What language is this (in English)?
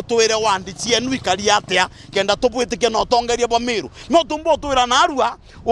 Meru